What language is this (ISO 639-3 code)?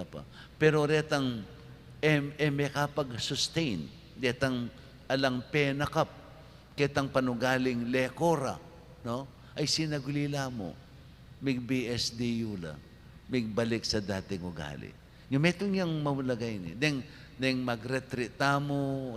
pam